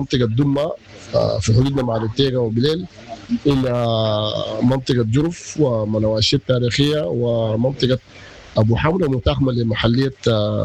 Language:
Sudanese Arabic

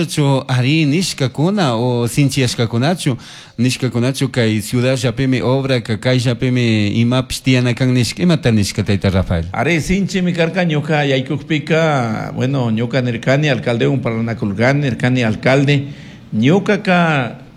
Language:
Chimborazo Highland Quichua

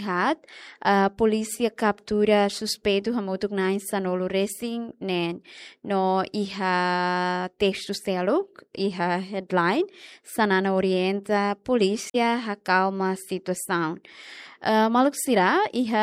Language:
Tetum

